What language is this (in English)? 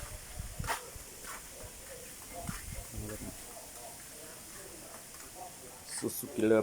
Lao